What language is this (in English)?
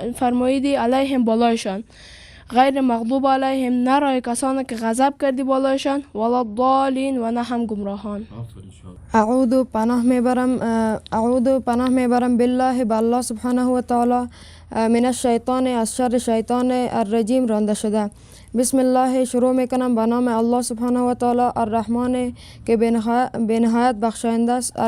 Tajik